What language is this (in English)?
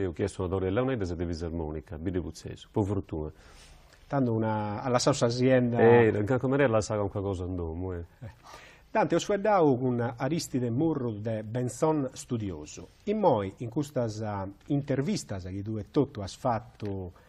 Sardinian